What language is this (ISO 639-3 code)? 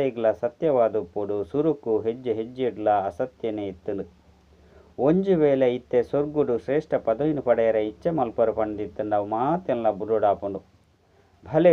tcy